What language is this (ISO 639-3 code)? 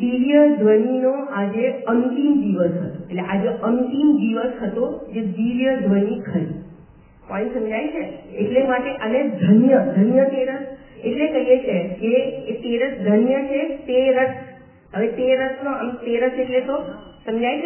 guj